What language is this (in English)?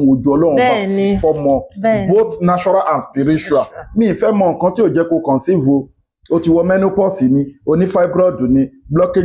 Yoruba